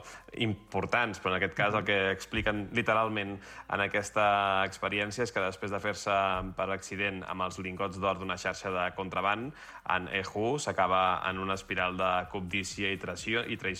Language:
Catalan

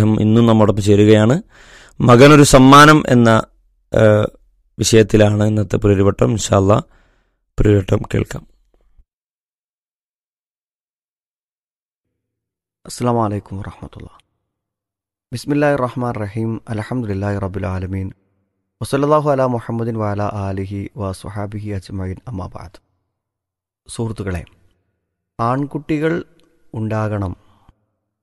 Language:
Malayalam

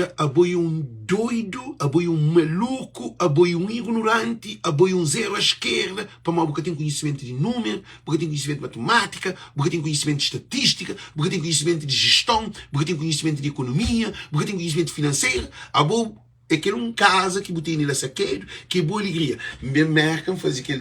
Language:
Kabuverdianu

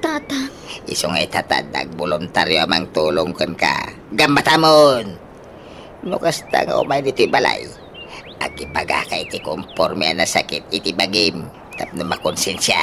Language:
Iloko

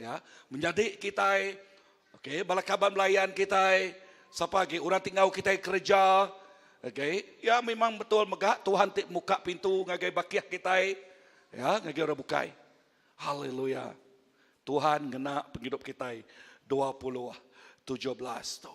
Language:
Iban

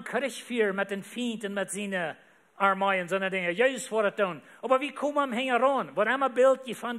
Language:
Plautdietsch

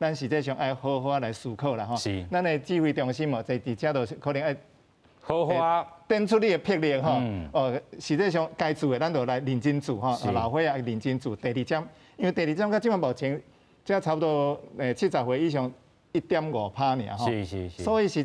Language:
Min Nan Chinese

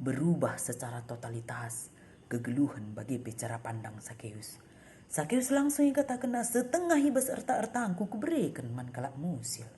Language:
Batak Karo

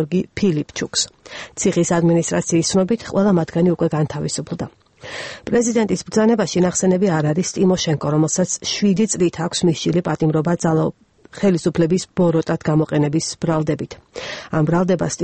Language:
Georgian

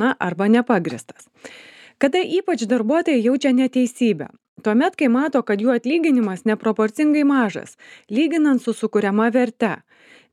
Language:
Lithuanian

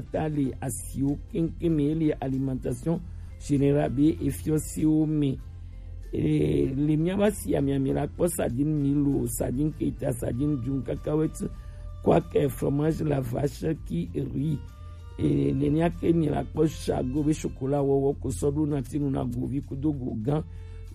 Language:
Gen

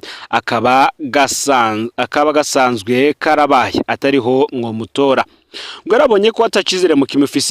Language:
Rundi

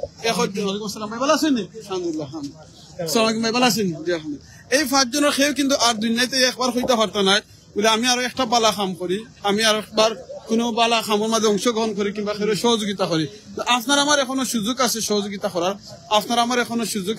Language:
Sylheti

